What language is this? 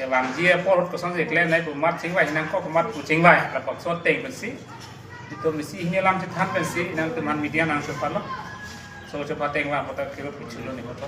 Karbi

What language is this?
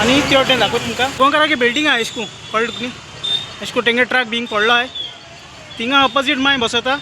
Konkani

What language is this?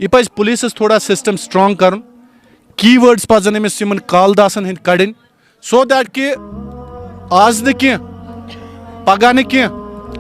Kashmiri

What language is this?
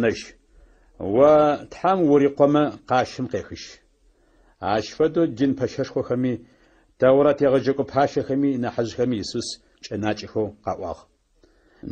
Adyghe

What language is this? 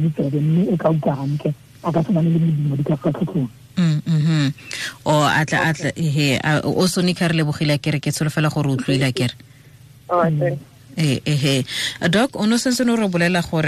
Tswana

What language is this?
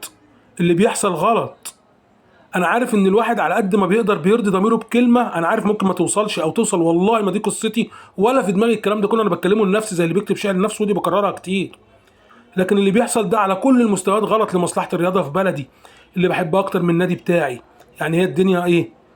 Egyptian Arabic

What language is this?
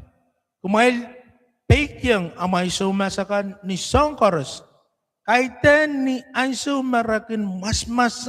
Pohnpeian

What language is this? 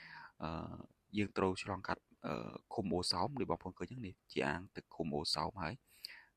Khmer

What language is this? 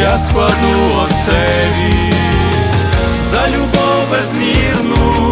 Ukrainian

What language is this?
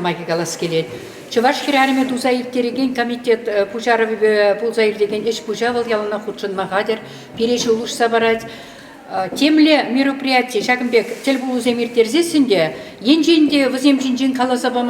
Chuvash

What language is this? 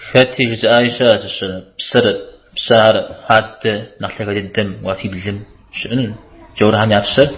Kabardian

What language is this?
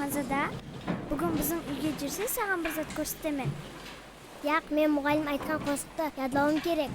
Kara-Kalpak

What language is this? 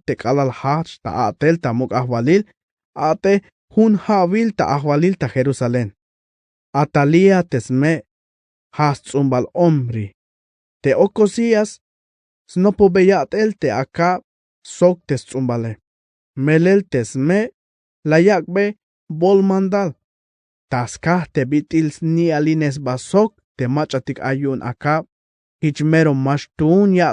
Tzeltal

